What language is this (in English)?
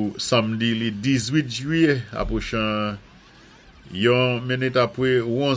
Saint Lucian Creole French